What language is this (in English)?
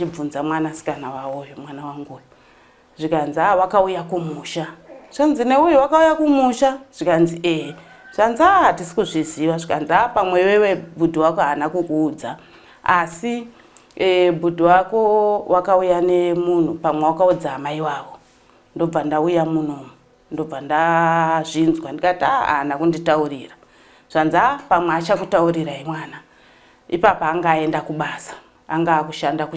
Shona